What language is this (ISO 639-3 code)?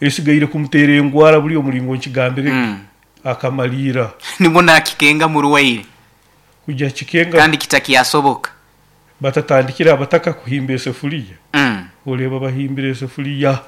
nyo